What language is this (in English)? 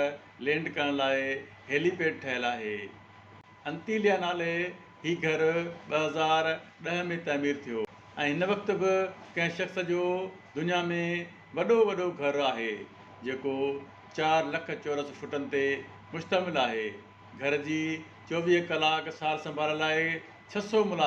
Sindhi